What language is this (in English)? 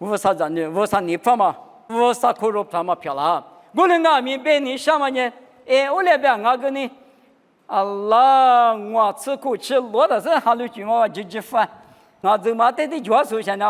Lisu